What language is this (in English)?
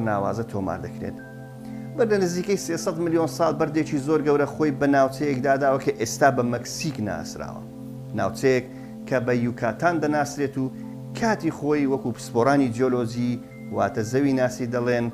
Central Kurdish